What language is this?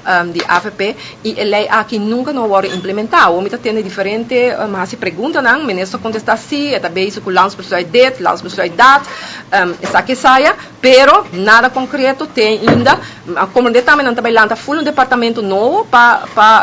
Papiamento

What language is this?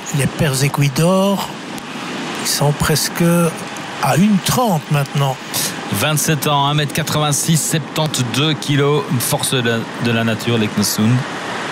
French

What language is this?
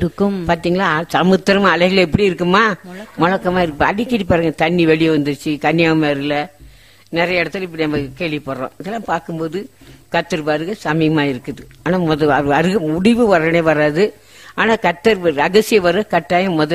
Tamil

